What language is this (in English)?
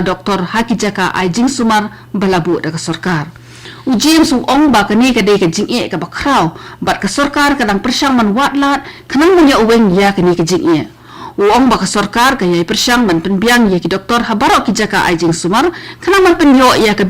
Khasi